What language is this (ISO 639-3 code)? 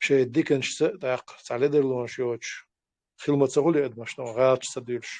che